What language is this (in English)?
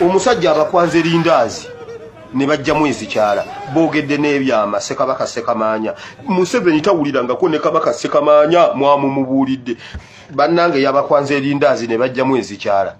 Ganda